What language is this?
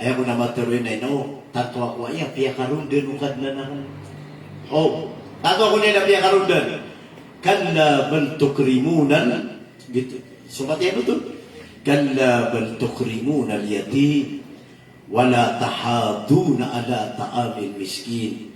Maranao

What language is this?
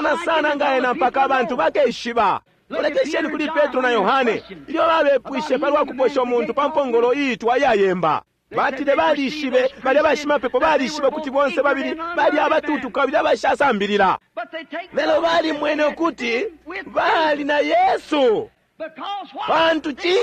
Bemba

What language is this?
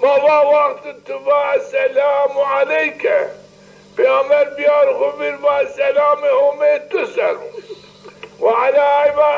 Zaza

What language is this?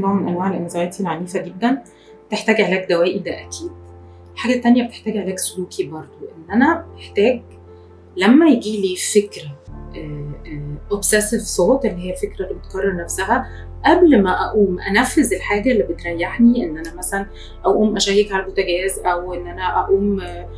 Egyptian Arabic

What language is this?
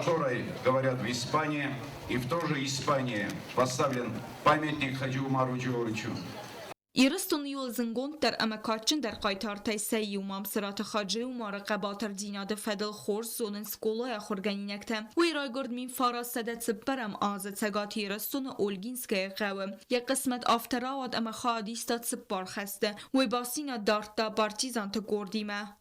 Ossetic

